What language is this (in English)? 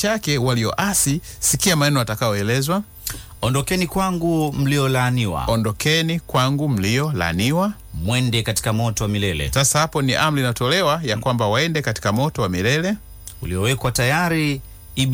Swahili